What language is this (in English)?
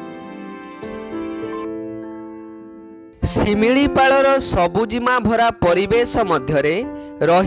Odia